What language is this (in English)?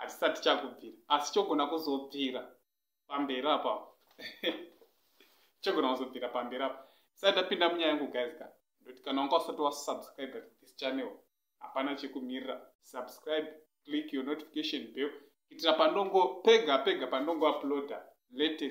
Shona